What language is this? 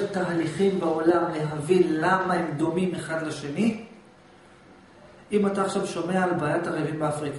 Hebrew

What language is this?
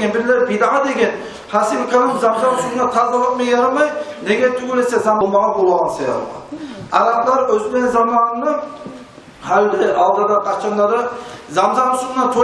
Kumyk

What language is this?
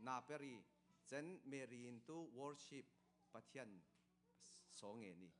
Falam Chin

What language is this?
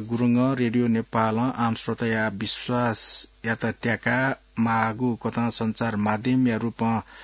Newari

